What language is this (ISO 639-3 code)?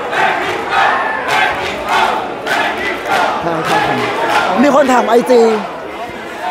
tha